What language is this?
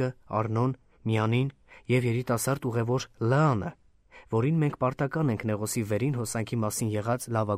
Armenian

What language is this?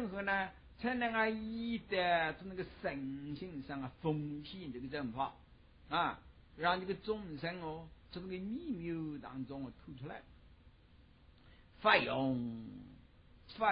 Chinese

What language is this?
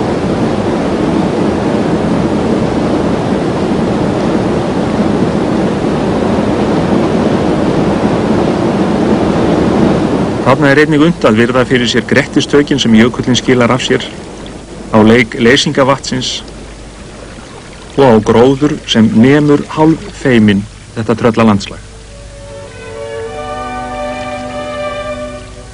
Icelandic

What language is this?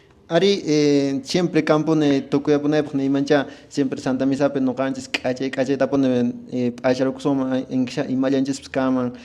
Quechua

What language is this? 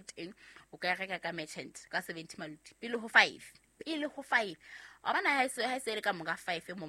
Southern Sotho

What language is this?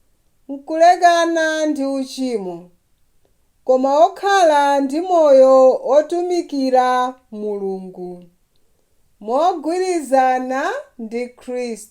Nyanja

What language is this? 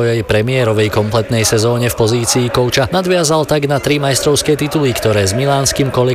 Slovak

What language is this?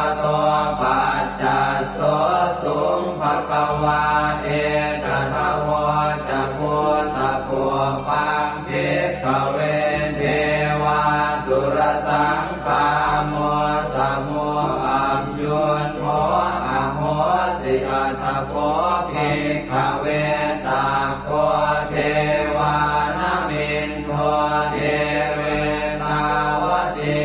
Pali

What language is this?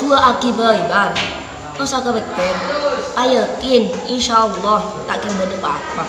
Madurese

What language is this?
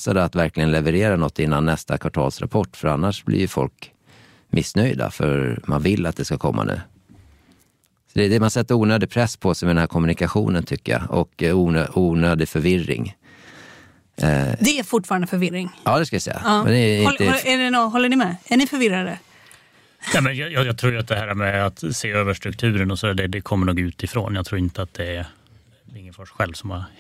Swedish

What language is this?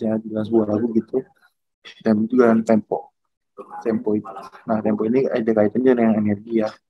Indonesian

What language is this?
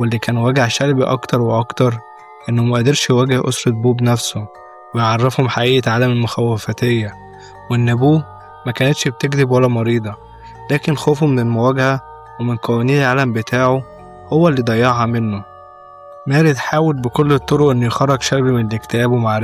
Egyptian Arabic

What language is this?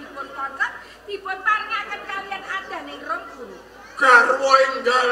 Javanese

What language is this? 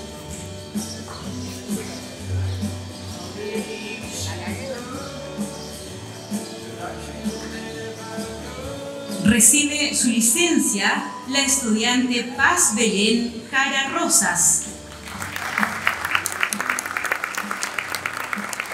Spanish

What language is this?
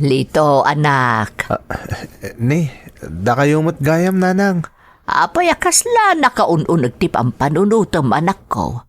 Iloko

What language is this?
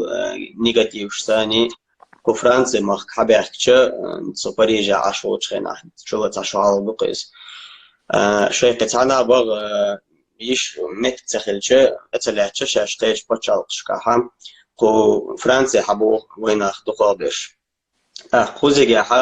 Chechen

